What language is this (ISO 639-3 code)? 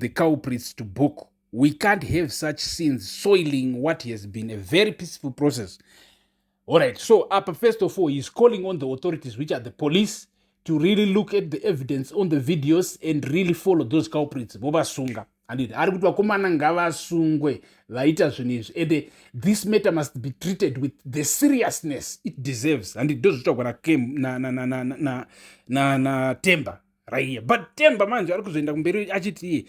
sna